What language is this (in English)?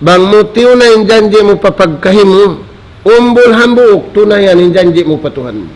Tausug